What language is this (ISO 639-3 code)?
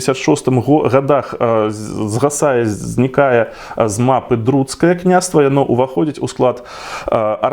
bel